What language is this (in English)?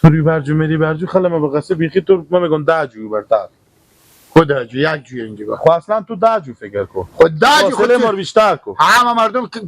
Persian